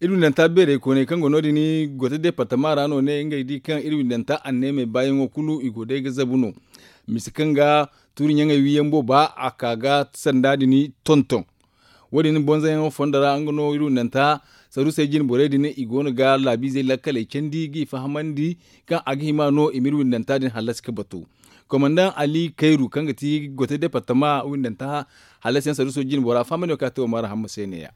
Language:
Zarma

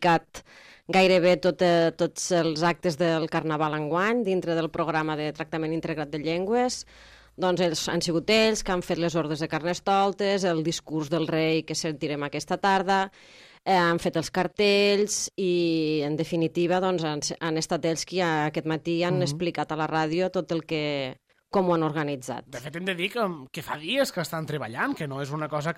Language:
Catalan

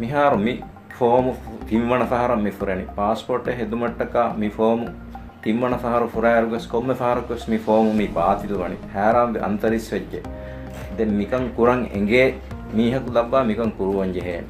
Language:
Divehi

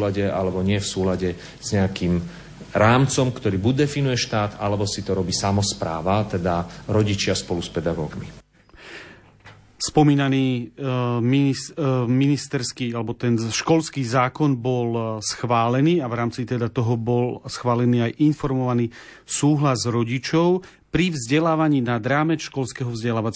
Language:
Slovak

